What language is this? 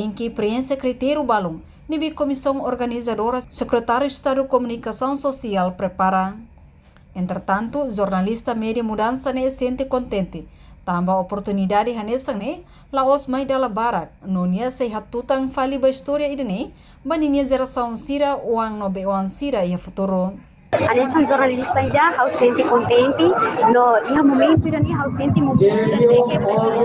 Tetum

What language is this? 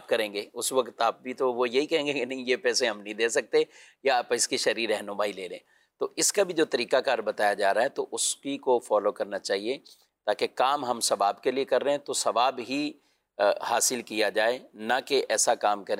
Urdu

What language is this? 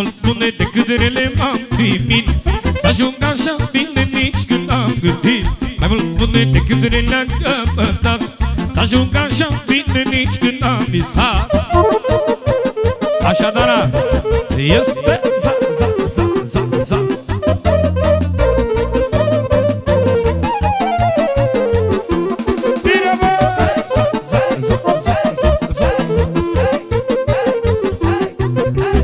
Romanian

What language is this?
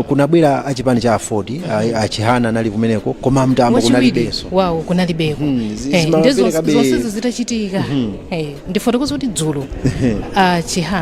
Nyanja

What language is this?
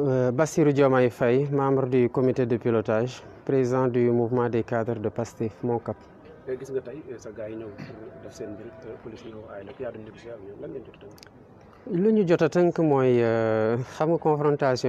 Wolof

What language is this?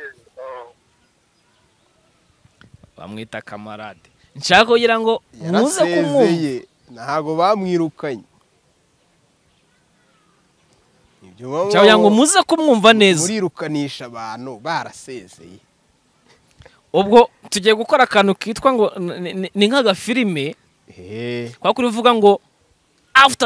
Kinyarwanda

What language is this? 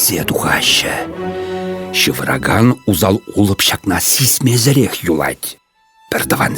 Chuvash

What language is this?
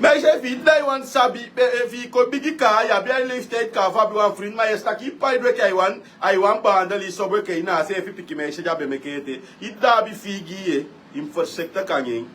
Sranan Tongo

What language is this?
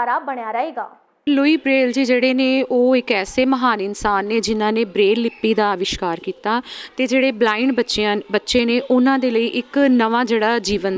Punjabi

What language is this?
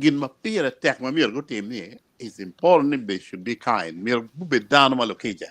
Acoli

